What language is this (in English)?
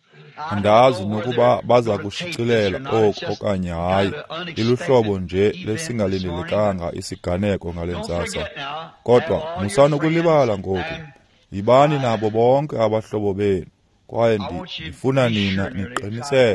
Xhosa